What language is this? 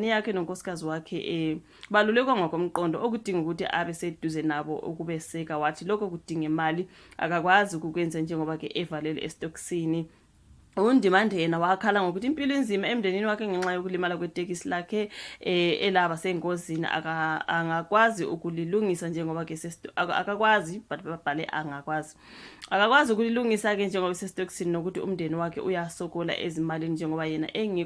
Zulu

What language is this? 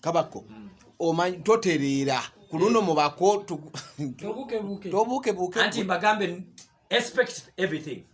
Ganda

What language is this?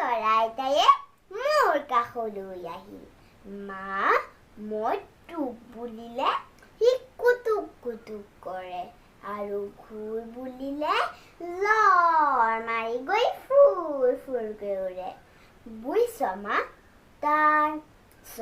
Assamese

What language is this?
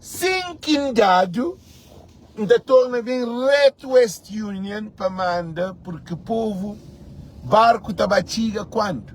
Kabuverdianu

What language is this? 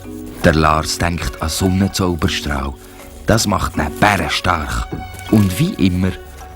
Swiss German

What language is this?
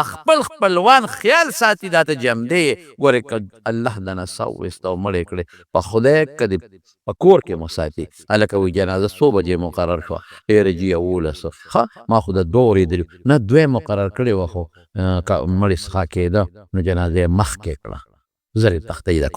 Pashto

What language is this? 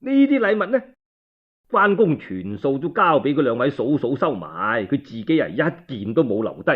Cantonese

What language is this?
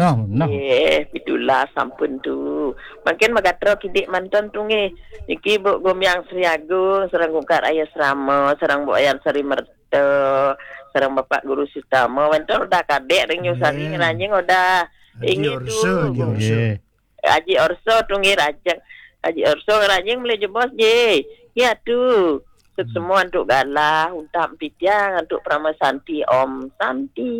Balinese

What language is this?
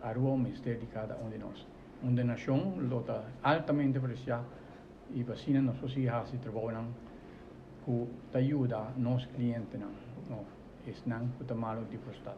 Papiamento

